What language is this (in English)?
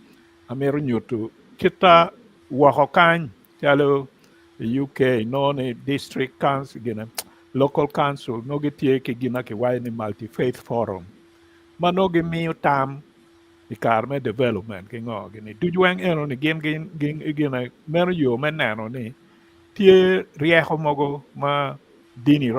Acoli